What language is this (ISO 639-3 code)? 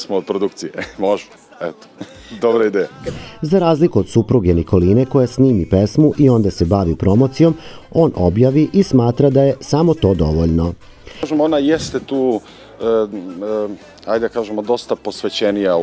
srp